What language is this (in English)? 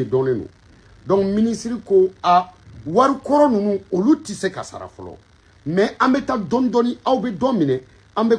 Bambara